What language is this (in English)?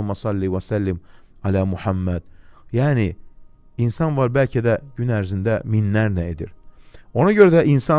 Azerbaijani